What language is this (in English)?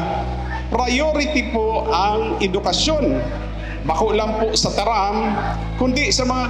Bikol